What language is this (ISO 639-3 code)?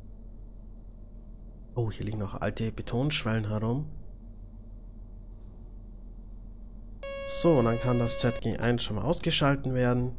deu